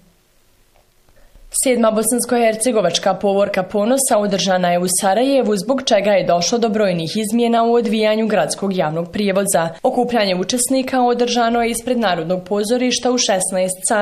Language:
Bosnian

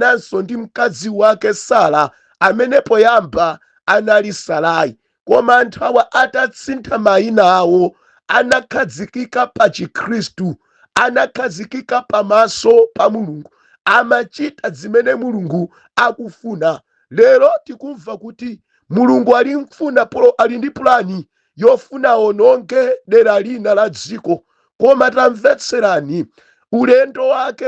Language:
Nyanja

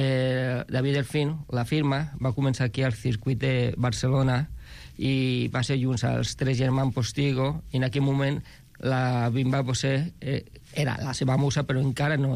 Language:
Catalan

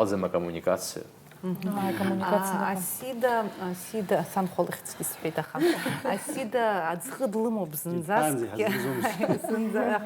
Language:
Abkhazian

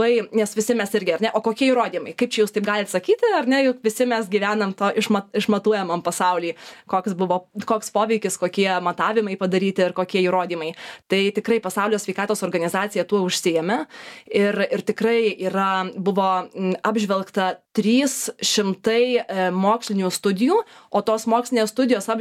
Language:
Lithuanian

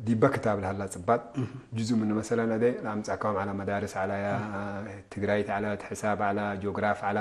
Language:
Tigre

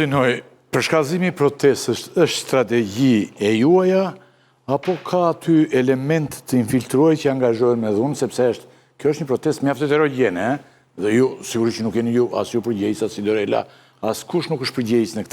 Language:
Albanian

